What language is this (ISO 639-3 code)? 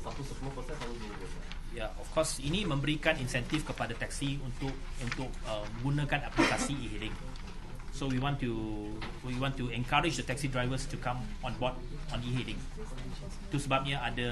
msa